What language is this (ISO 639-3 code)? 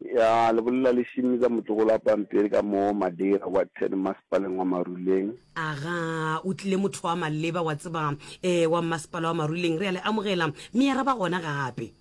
nso